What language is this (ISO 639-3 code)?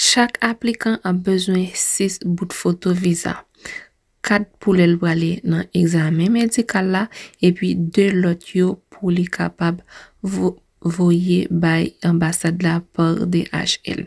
hat